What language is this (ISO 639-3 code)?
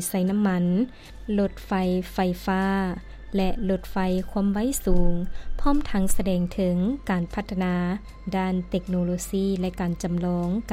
lao